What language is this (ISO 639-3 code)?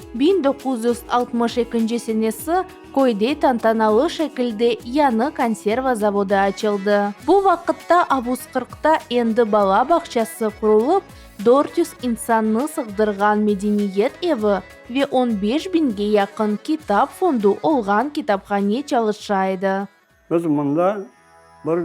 crh